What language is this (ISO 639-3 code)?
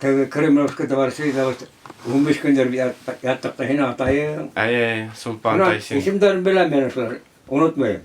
bak